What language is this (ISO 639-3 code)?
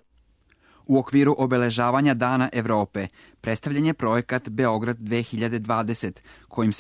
srp